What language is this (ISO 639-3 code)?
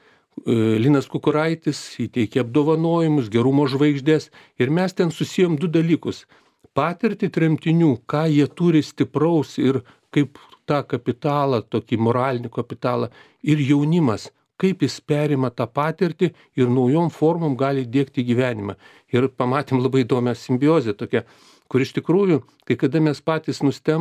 lit